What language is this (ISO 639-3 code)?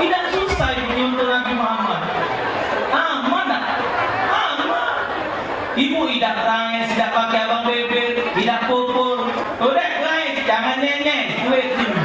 mui